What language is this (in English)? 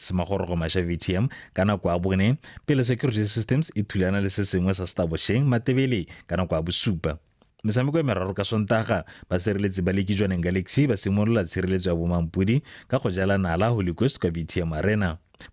Tswana